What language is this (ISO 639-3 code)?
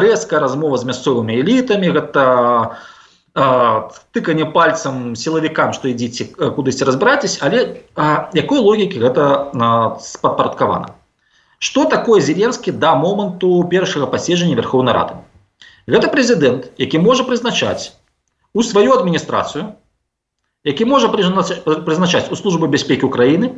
bel